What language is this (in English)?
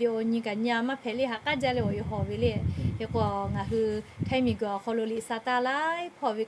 Lahu